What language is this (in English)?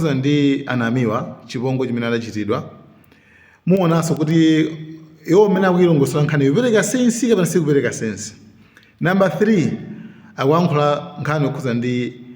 Nyanja